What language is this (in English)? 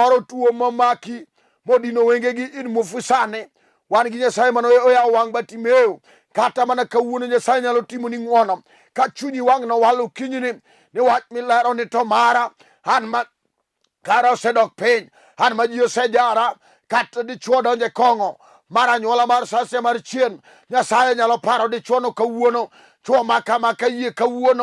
Luo (Kenya and Tanzania)